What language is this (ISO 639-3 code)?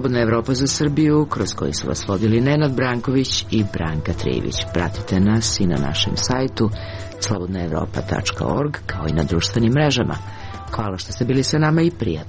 srp